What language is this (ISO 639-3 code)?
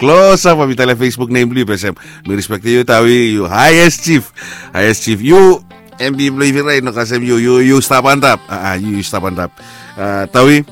bis